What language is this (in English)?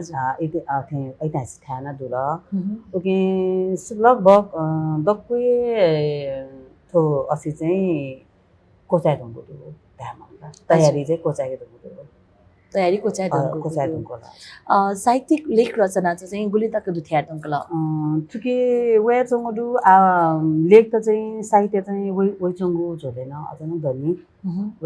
Newari